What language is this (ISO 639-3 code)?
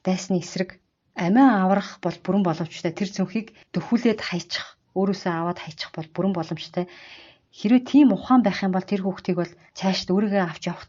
mon